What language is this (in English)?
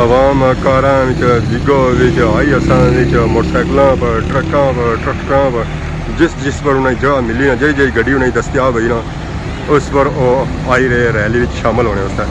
Pahari-Potwari